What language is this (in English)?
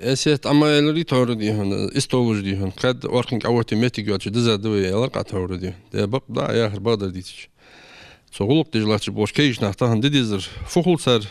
Ingush